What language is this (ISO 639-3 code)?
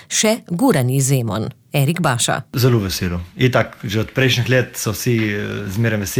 slv